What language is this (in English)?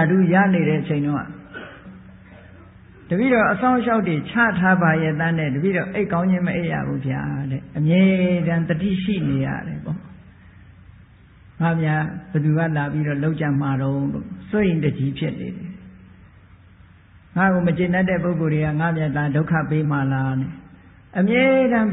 Burmese